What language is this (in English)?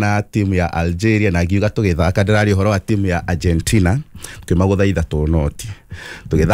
Kikuyu